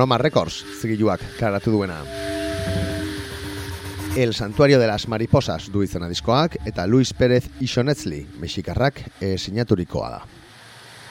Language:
Basque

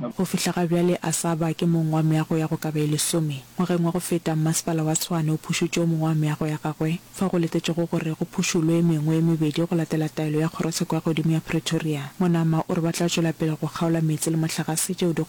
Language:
Northern Sotho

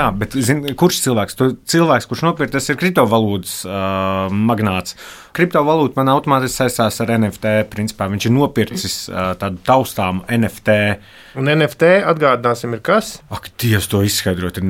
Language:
Latvian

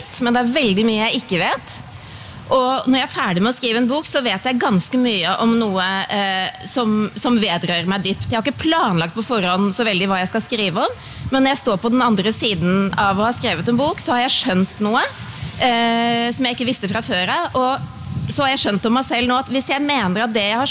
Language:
Norwegian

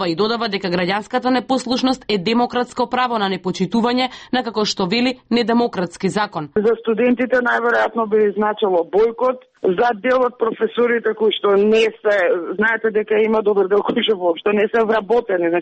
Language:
Macedonian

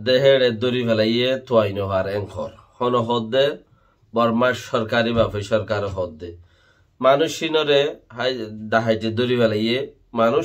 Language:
Rohingya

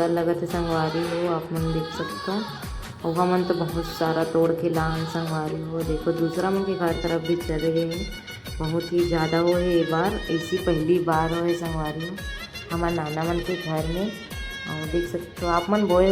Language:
Chhattisgarhi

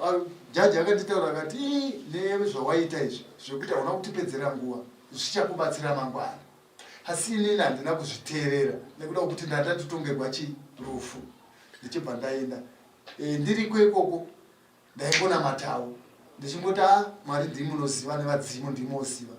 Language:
Shona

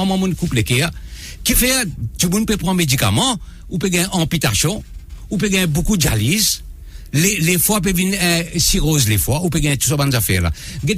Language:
Morisyen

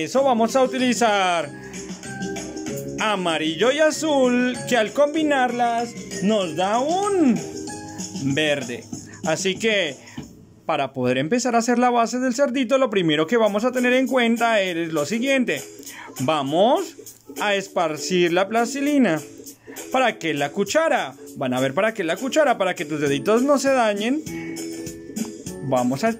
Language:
Spanish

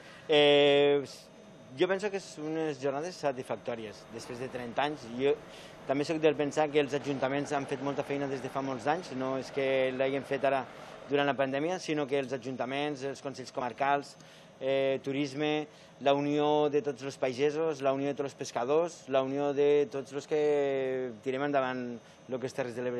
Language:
Catalan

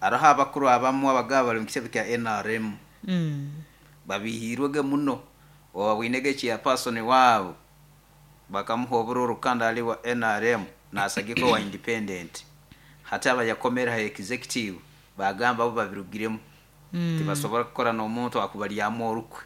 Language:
Nyoro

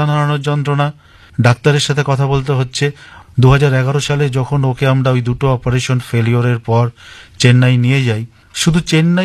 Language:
Bangla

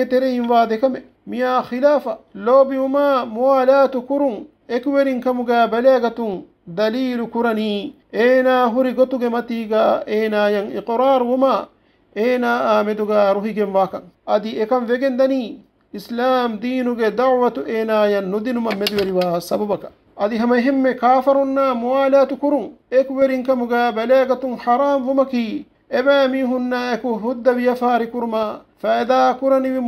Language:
Divehi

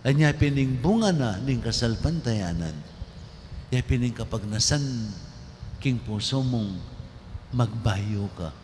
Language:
Pampanga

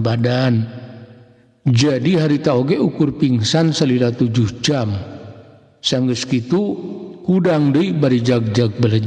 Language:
Sundanese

